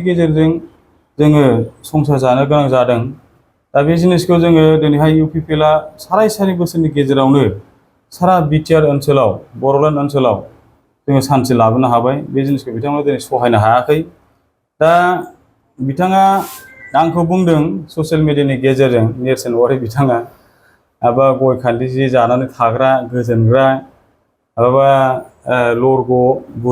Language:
Bodo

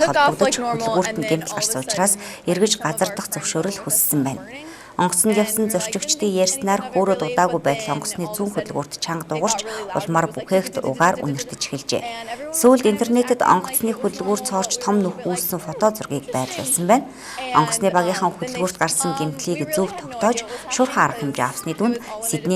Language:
Mongolian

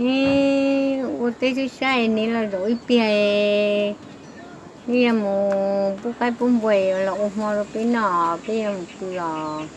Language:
Hmong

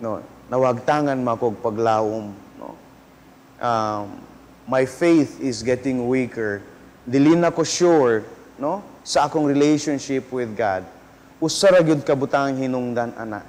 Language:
Cebuano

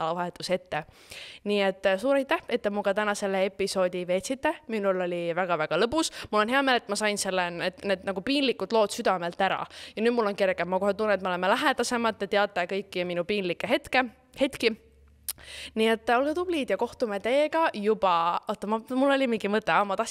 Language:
Estonian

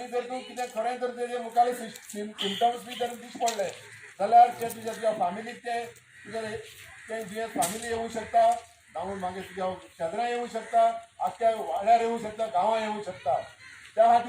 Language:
Konkani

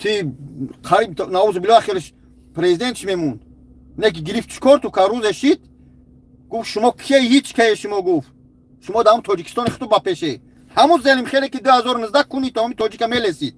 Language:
Tajik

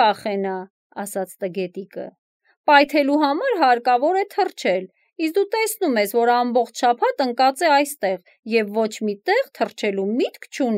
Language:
Armenian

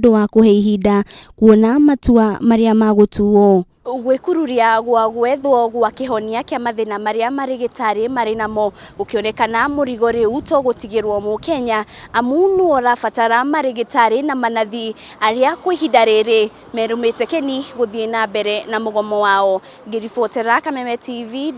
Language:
Kikuyu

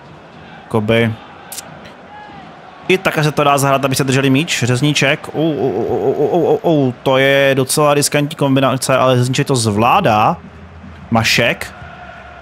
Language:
Czech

